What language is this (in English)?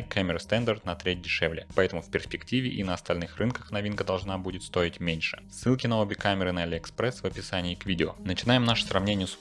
Russian